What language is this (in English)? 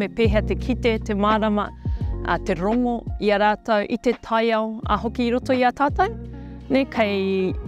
Māori